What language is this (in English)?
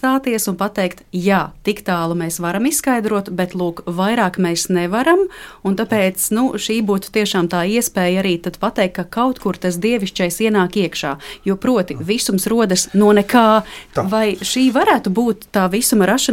Latvian